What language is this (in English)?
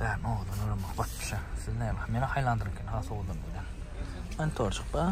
Turkmen